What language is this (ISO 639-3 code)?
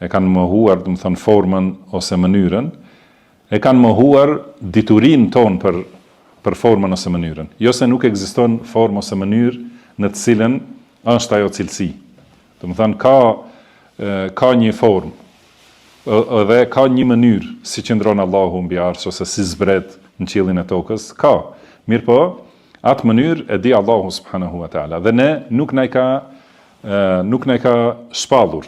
sqi